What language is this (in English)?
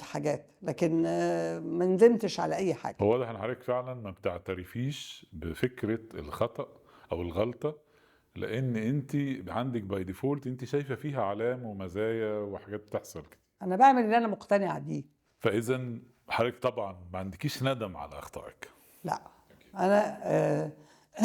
Egyptian Arabic